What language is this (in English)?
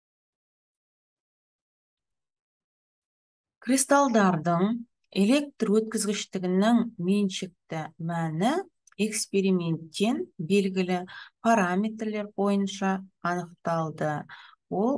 Kazakh